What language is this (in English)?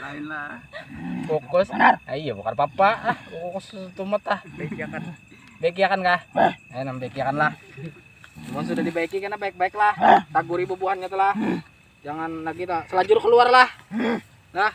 Banjar